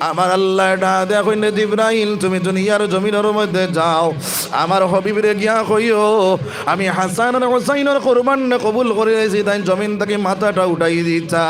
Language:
Sylheti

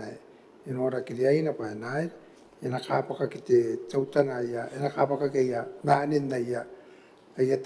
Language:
Gilbertese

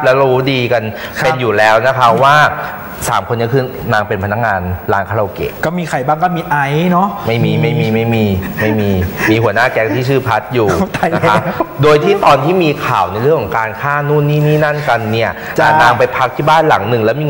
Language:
Thai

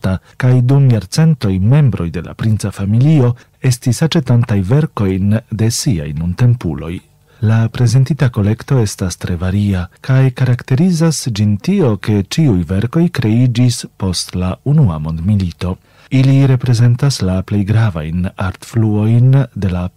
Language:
Esperanto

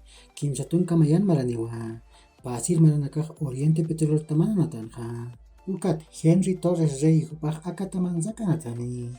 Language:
Aymara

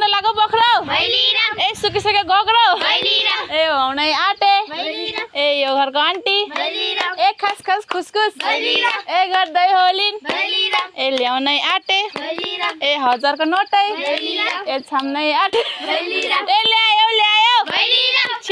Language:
Nepali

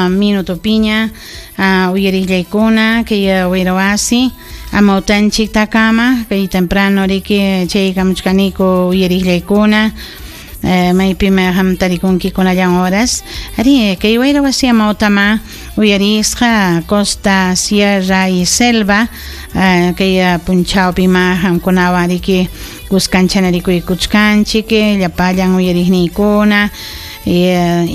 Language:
Ayacucho Quechua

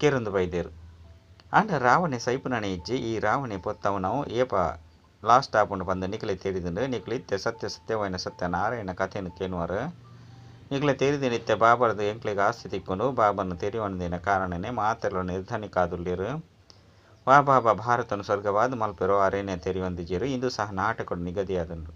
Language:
Tulu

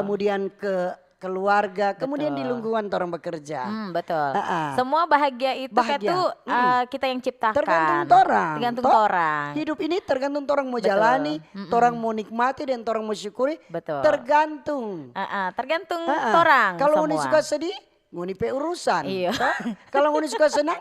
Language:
Manado Malay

